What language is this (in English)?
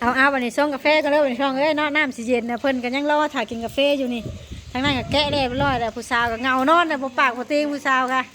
Lao